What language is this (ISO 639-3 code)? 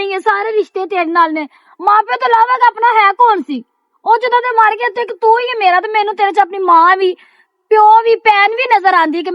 lah